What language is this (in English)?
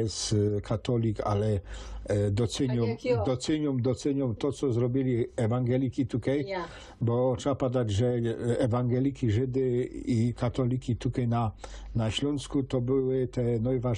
Silesian